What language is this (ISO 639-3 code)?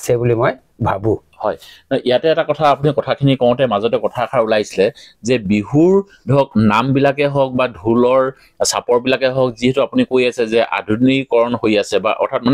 asm